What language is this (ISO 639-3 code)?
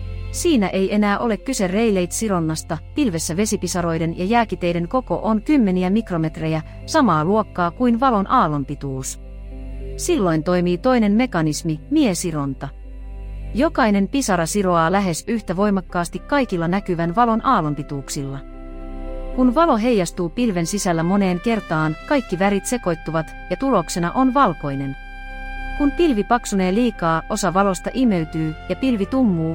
fin